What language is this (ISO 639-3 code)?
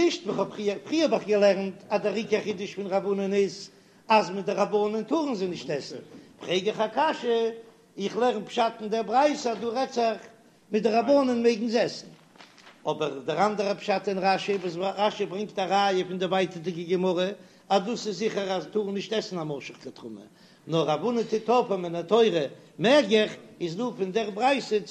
yid